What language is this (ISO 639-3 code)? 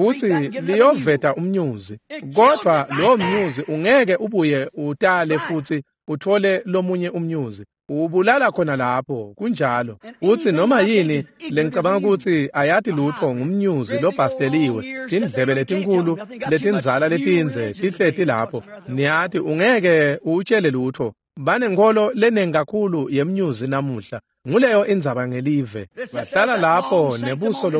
ssw